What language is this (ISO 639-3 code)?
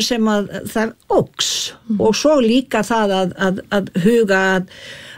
isl